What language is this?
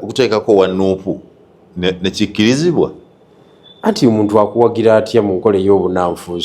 Ganda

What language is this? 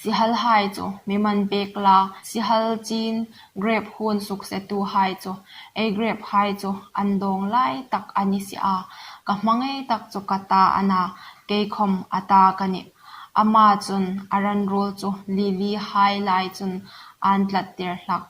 Hmar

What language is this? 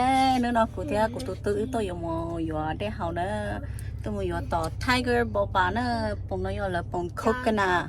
Hmong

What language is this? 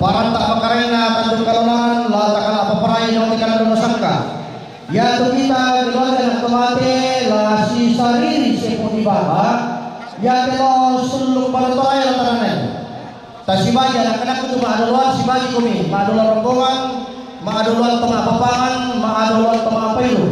Toraja-Sa'dan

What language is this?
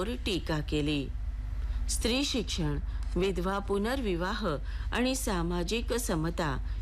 Marathi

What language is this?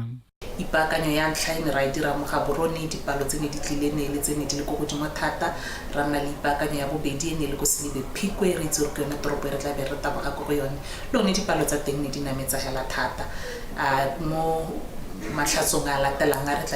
Tswana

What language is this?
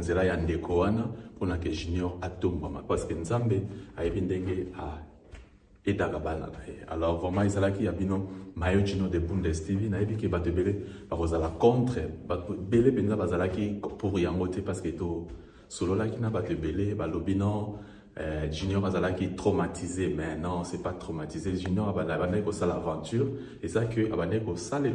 Lingala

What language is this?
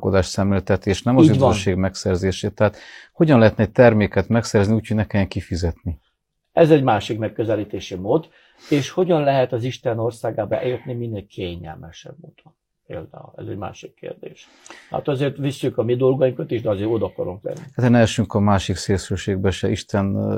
Hungarian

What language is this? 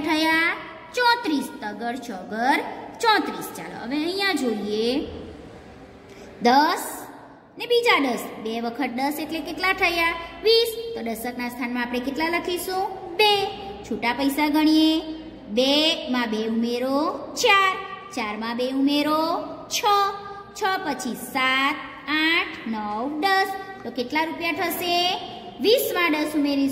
Gujarati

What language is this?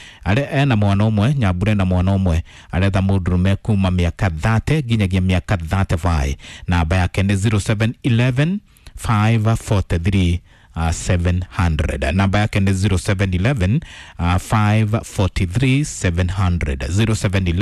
Kikuyu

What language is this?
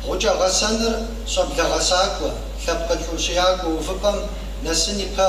Kabardian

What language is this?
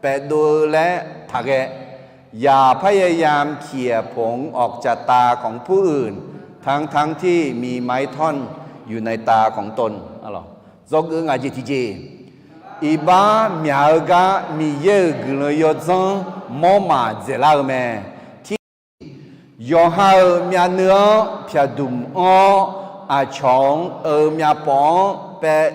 Akha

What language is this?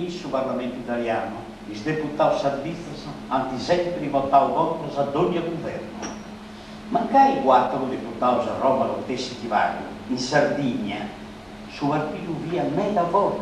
Sardinian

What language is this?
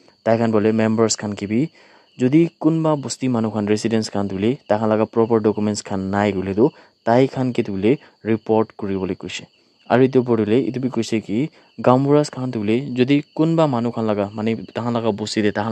Naga Pidgin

